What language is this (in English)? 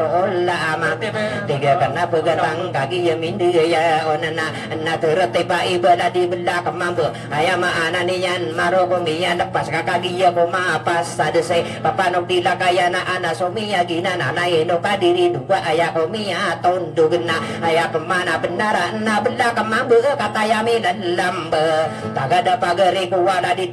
Maranao